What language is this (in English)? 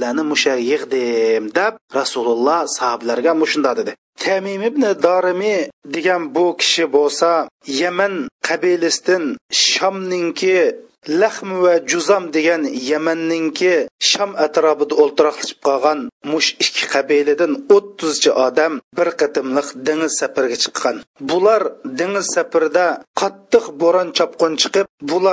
Uyghur